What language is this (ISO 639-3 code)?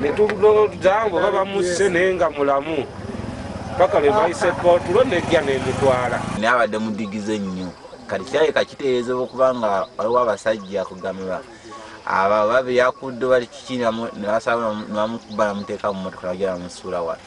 lug